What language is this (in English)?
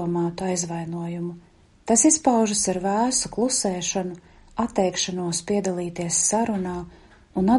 Latvian